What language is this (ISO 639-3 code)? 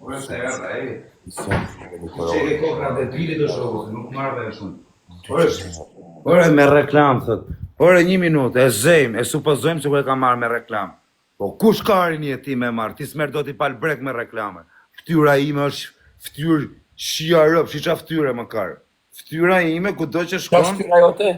sqi